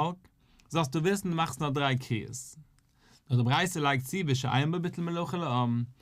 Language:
Yiddish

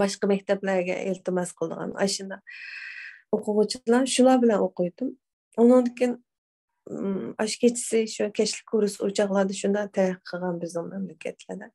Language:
Uyghur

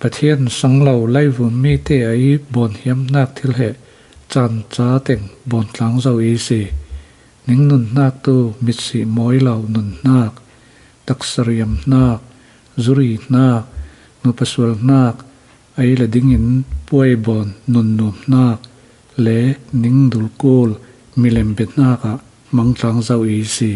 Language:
Falam Chin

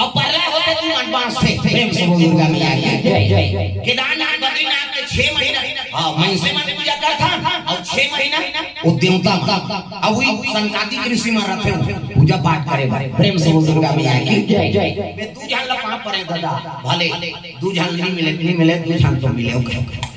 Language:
Chhattisgarhi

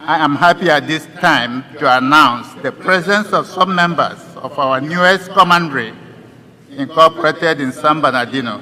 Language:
Igbo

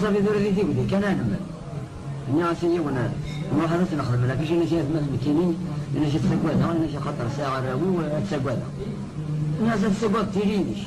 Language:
Kabyle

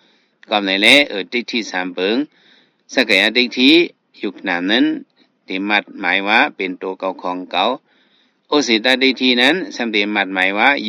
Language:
Shan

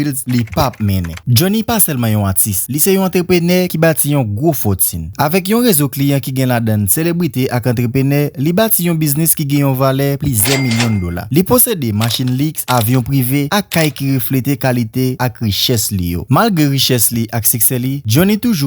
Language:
Haitian Creole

